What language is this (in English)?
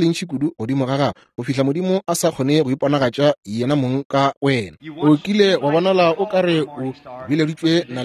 Northern Sotho